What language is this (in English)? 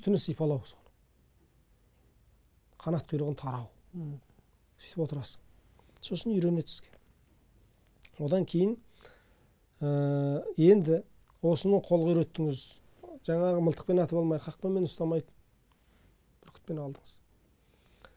Kazakh